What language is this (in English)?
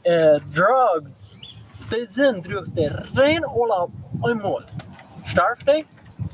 Plautdietsch